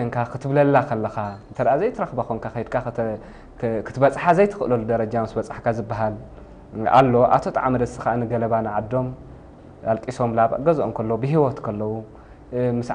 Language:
Tigrinya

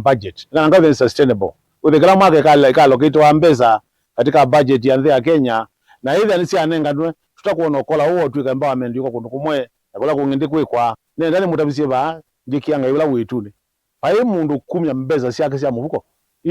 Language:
Kamba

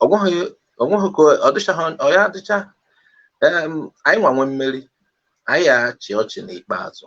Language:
Igbo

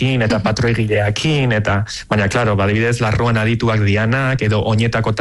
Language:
Basque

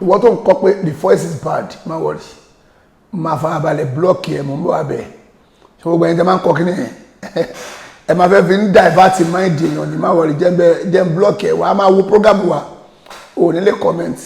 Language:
Yoruba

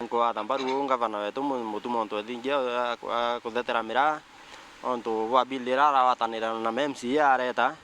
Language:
Meru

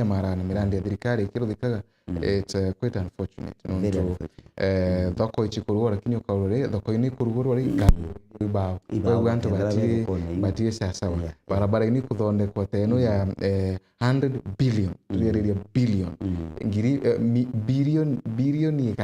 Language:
Meru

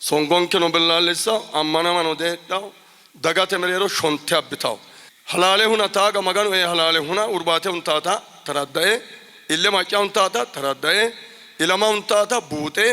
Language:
Sidamo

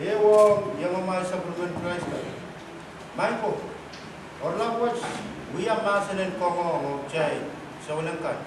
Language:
Pohnpeian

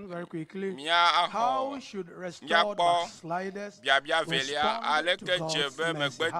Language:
Ewe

